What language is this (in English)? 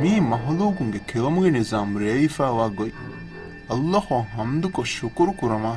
Divehi